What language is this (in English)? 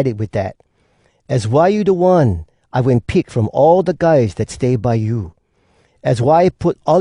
Hawai'i Creole English